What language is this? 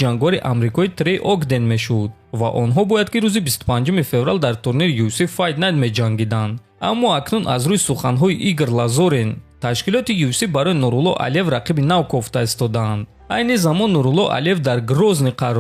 Tajik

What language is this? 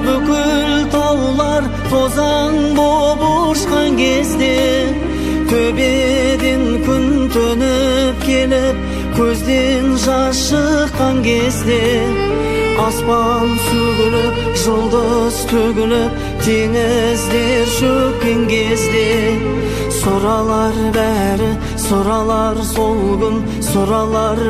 Kazakh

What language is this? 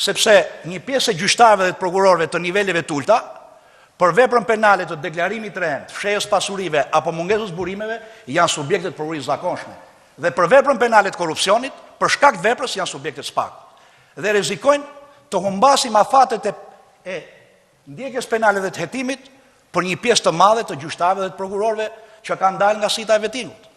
Albanian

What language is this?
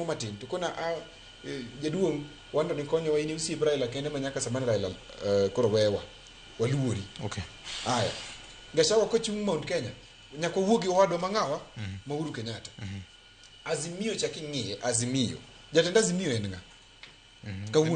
Luo (Kenya and Tanzania)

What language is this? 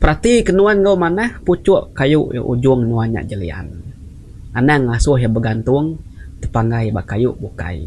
Iban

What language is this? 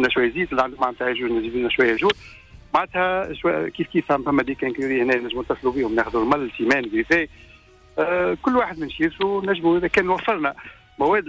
Tunisian Arabic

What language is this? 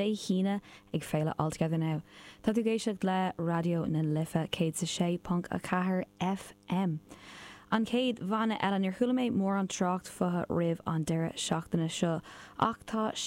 Irish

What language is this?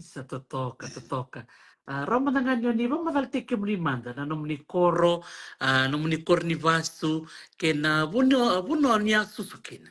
Fijian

